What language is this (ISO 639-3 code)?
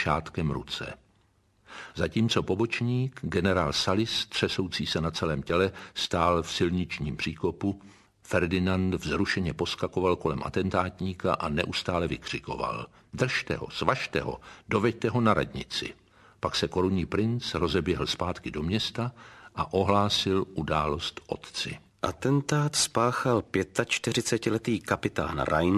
ces